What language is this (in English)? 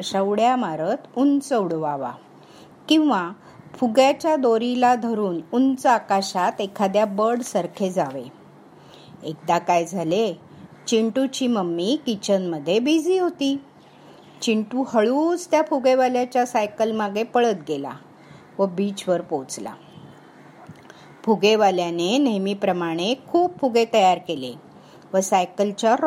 Marathi